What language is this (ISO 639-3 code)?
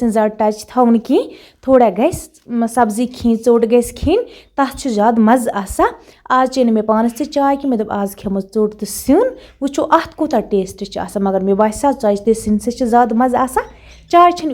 kas